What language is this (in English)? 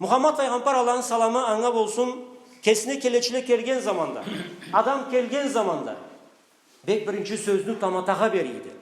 Karachay-Balkar